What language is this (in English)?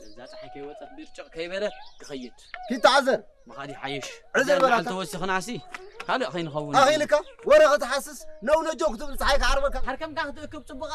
Tigrinya